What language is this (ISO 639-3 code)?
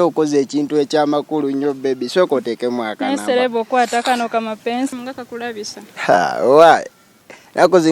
lug